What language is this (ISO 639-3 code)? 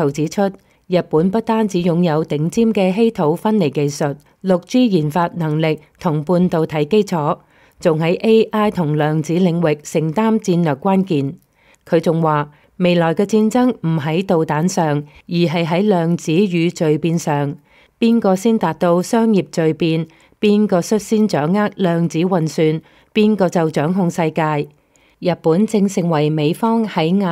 yue